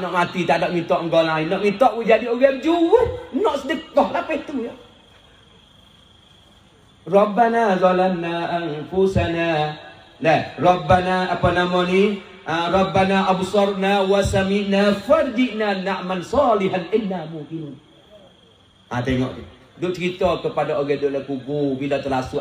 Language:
Malay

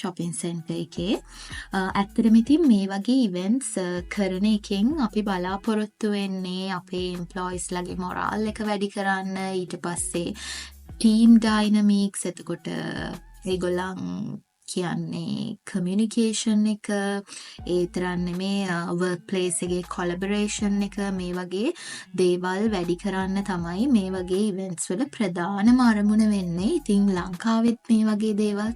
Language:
Sinhala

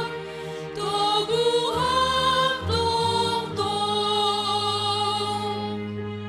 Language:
Batak Simalungun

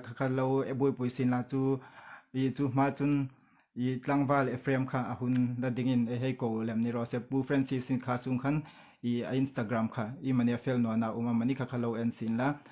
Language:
Hmar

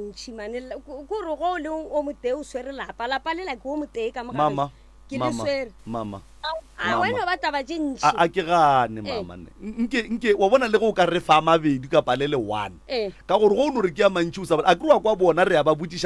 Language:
Northern Sotho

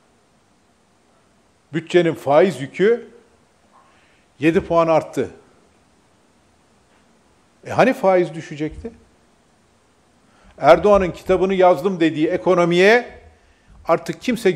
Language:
Turkish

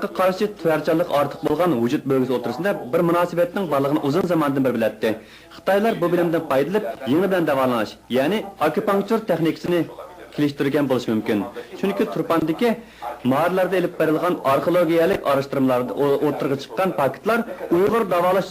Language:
Uyghur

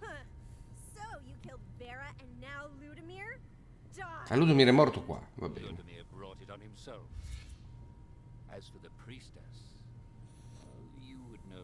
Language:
Italian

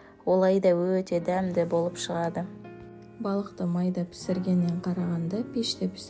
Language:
Kazakh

